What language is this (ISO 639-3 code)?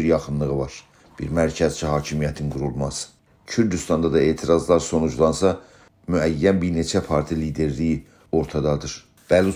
azb